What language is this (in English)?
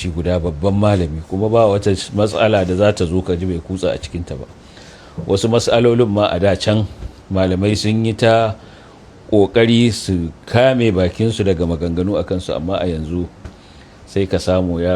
Hausa